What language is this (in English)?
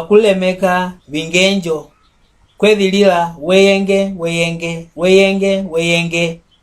Mbunda